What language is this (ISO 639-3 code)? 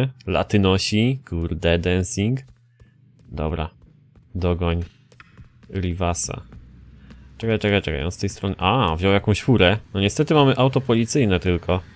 pol